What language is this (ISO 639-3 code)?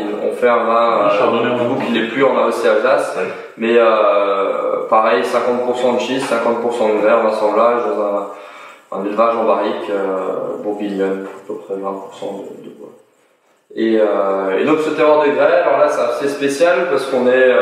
fra